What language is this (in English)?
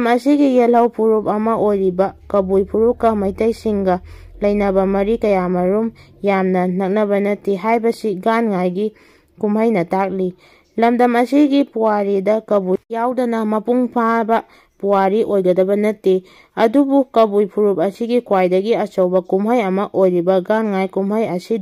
Manipuri